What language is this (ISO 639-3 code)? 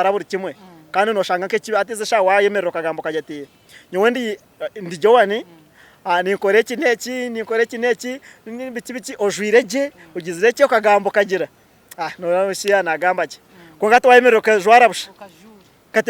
nyn